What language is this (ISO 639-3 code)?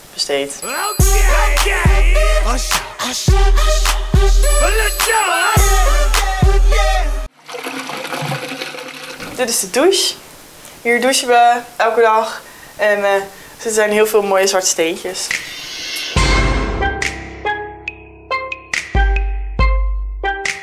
nld